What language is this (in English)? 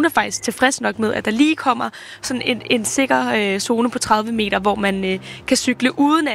Danish